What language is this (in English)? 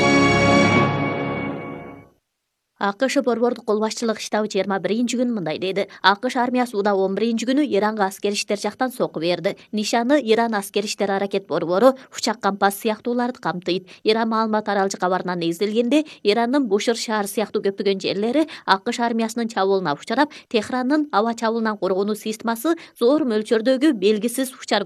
Kyrgyz